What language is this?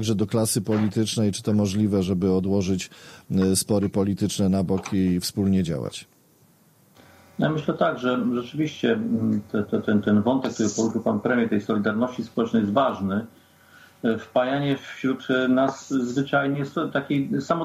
Polish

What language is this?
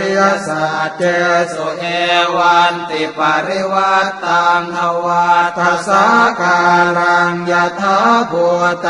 Pali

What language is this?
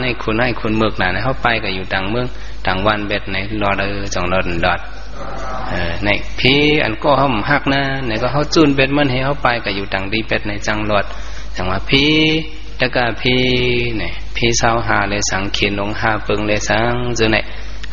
Shan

